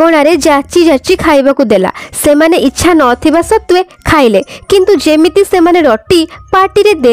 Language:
Odia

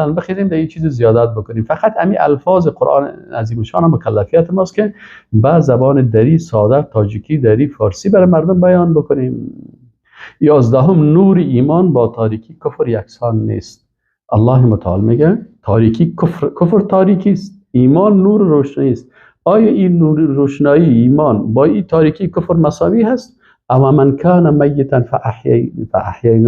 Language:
Persian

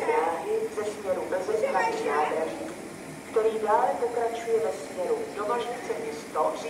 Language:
Czech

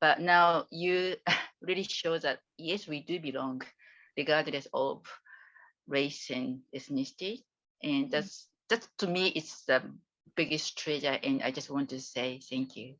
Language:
Māori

